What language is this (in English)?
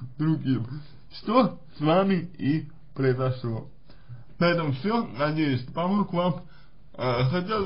Russian